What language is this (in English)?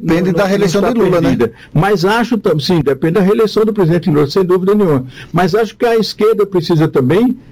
Portuguese